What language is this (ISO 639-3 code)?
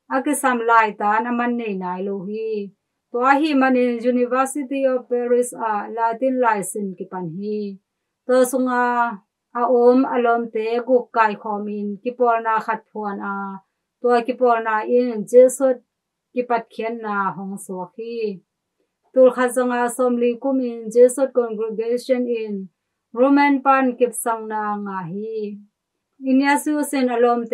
ctd